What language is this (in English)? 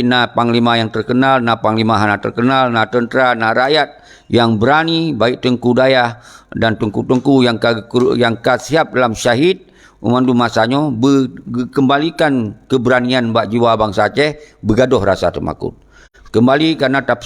Achinese